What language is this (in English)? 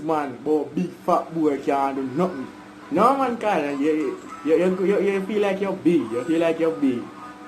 Jamaican Creole English